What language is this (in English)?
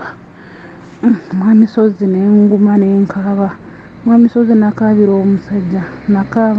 Ganda